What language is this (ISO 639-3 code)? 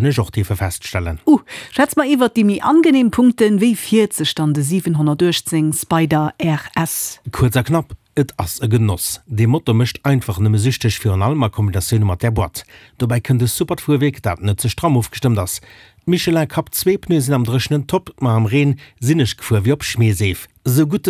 ltz